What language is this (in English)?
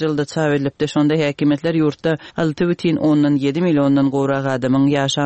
Turkmen